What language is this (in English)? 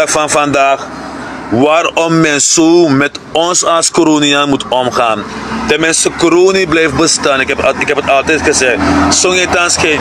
Sranan Tongo